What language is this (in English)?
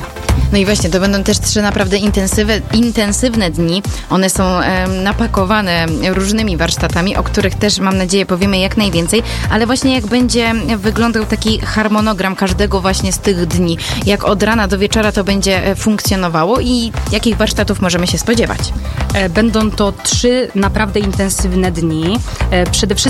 Polish